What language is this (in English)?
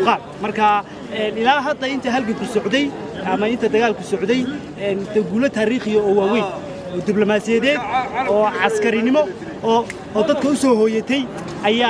Somali